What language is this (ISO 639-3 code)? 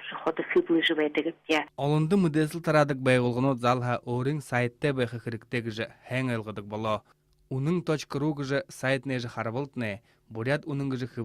bua